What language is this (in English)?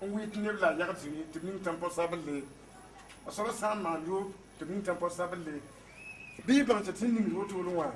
Mossi